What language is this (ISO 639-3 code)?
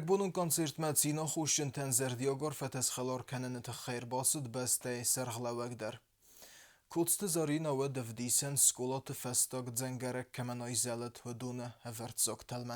oss